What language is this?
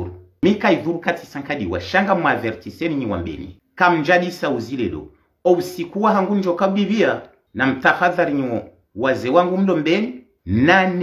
Ngazidja Comorian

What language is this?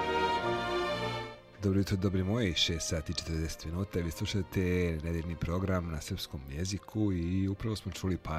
Serbian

